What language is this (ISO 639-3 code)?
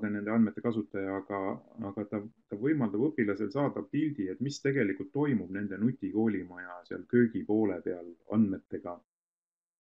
est